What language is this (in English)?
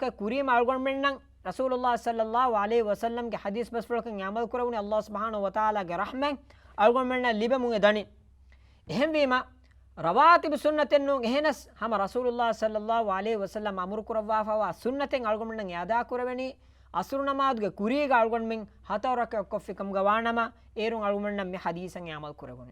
Divehi